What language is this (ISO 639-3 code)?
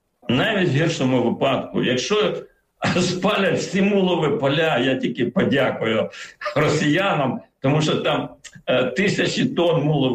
ukr